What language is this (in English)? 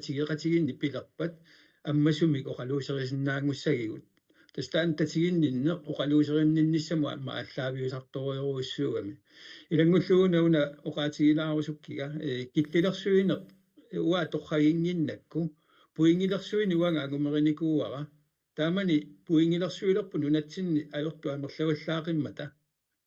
Kalaallisut